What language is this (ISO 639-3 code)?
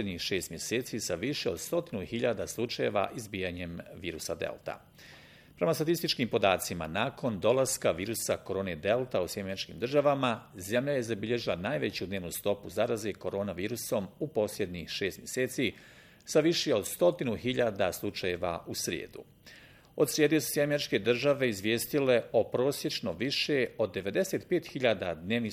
bos